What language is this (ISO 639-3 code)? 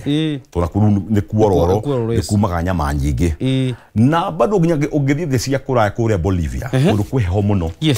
kik